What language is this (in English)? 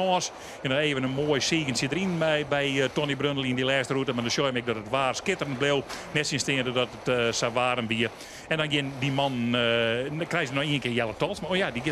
Western Frisian